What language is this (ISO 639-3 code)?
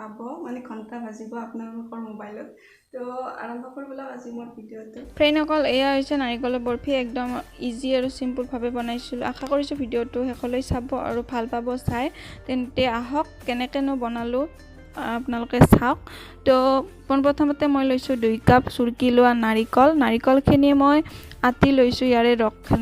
asm